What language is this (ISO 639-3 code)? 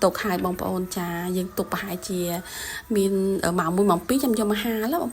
khm